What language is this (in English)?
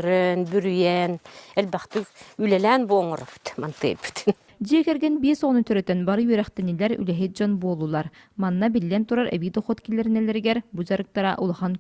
Yakut